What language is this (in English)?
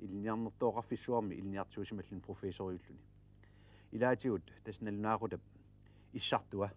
Kalaallisut